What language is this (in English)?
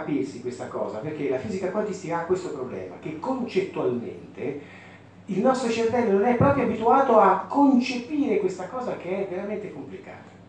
Italian